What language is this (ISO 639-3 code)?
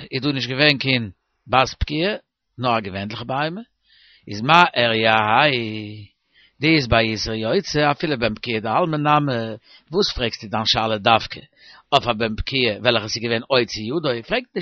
yid